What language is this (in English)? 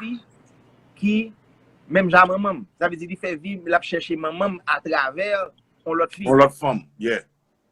Haitian Creole